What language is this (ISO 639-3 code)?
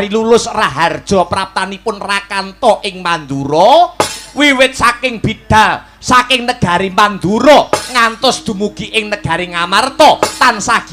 jav